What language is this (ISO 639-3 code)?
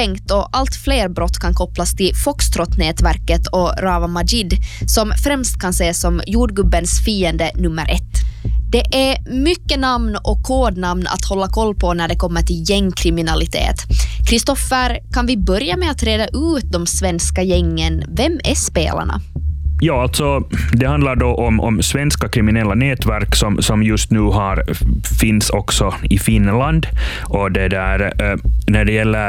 swe